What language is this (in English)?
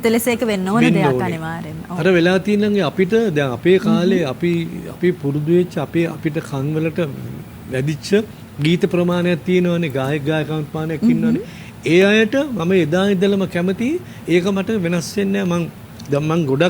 Sinhala